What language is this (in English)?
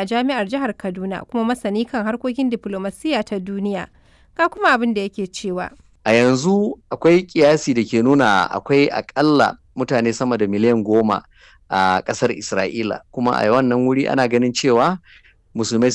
Hausa